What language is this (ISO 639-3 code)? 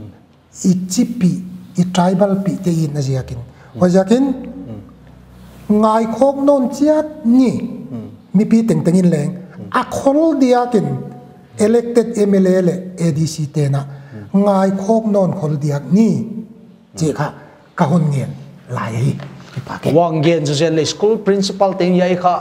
pck